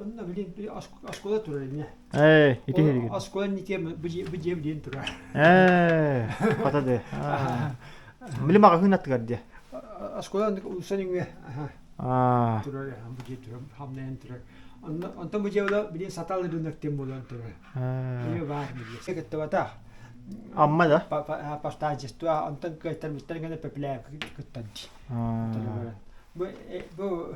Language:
Yakut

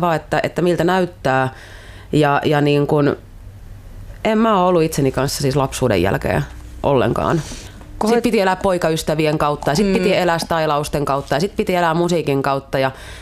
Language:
Finnish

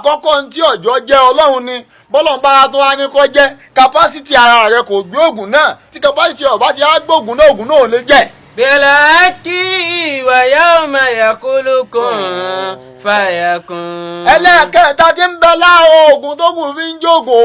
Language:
Yoruba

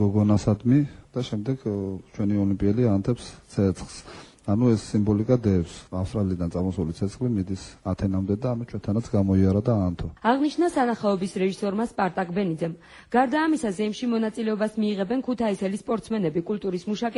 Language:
Georgian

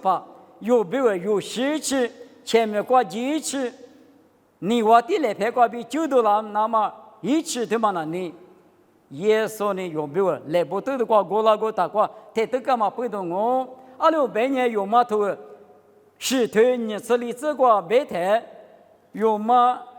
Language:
Lisu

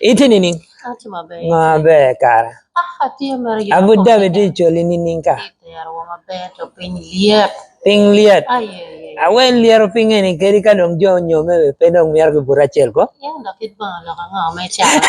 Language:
Acoli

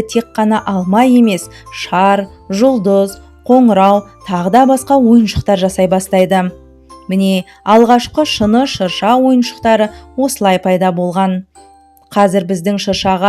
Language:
Kazakh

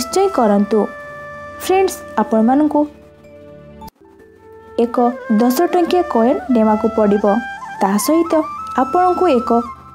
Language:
Odia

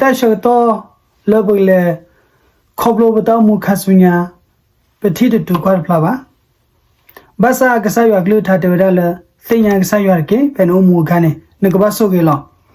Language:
S'gaw Karen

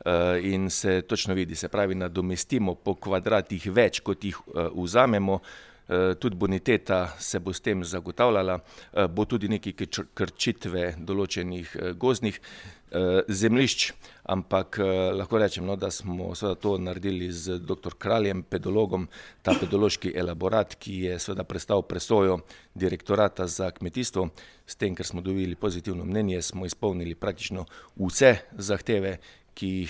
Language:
Slovenian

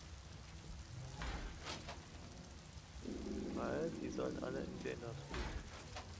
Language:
German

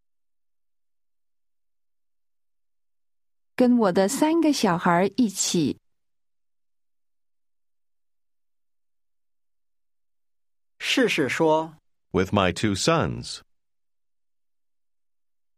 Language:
Chinese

